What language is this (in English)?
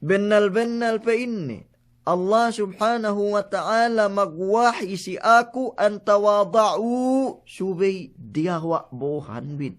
Yakan